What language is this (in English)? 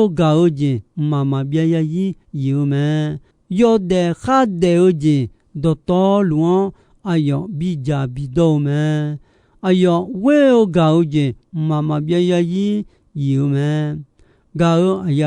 Akha